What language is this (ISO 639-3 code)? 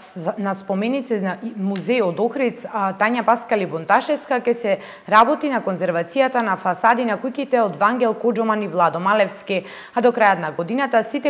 mkd